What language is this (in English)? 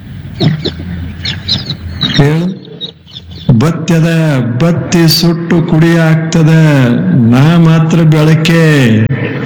Kannada